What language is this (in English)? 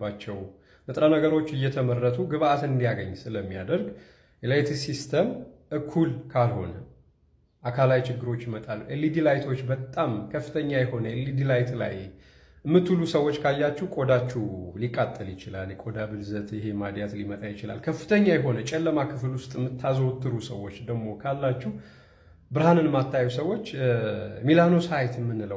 Amharic